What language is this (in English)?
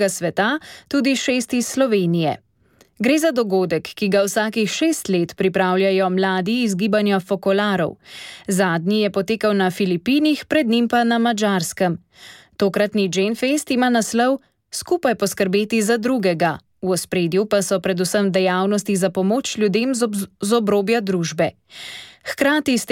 Slovenian